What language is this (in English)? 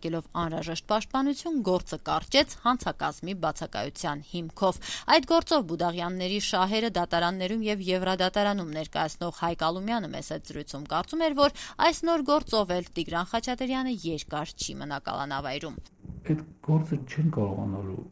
Armenian